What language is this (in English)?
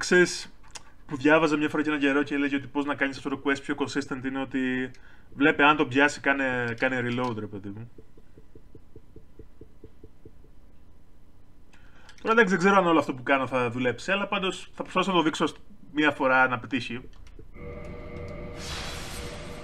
Greek